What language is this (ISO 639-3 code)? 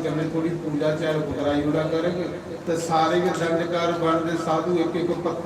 doi